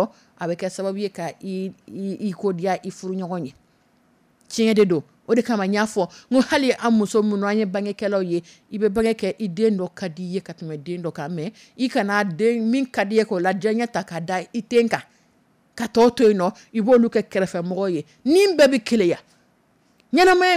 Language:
Dyula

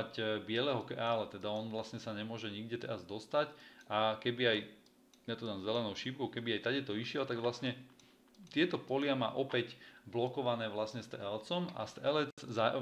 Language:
Slovak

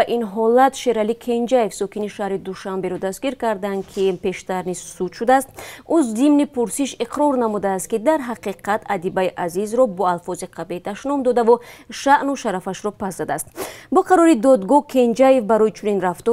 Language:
Tajik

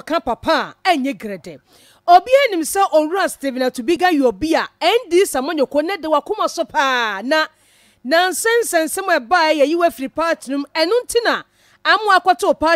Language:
Akan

